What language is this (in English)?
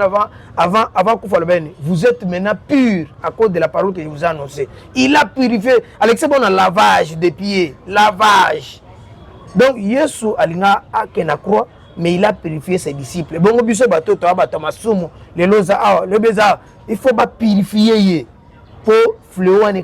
Lingala